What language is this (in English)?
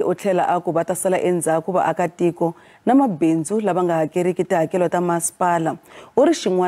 Tsonga